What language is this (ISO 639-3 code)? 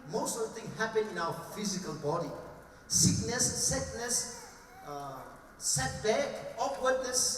cnh